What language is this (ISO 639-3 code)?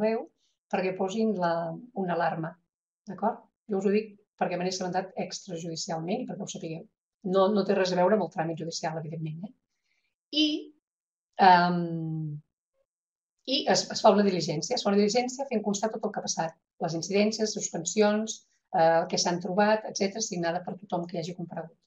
cat